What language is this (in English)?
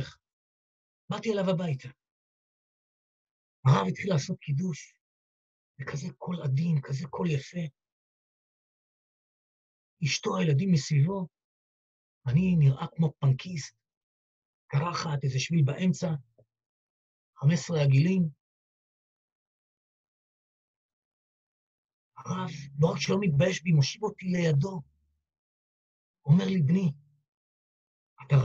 Hebrew